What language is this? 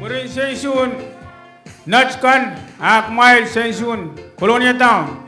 Pohnpeian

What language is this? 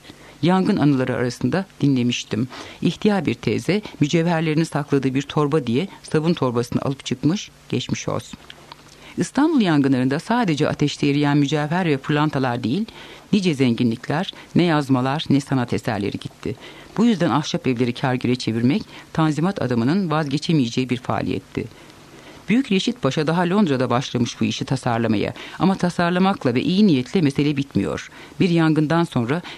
Turkish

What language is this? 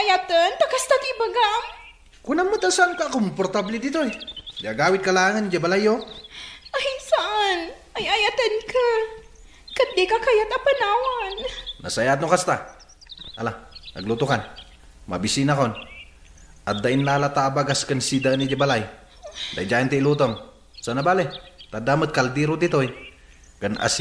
Iloko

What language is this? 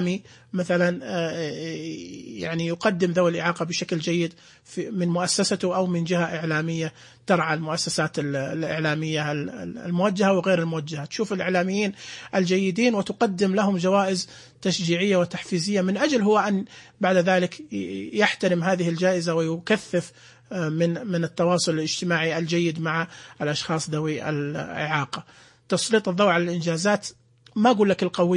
Najdi Arabic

